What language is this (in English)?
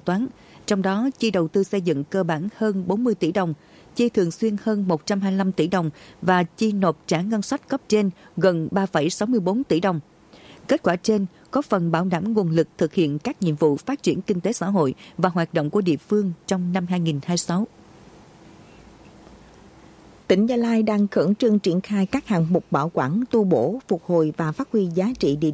Vietnamese